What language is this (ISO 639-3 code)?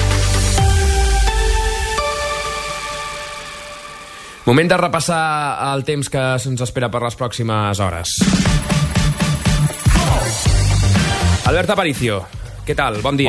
cat